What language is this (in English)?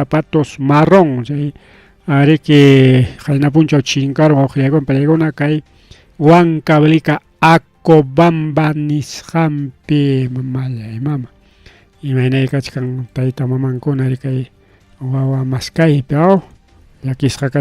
Ayacucho Quechua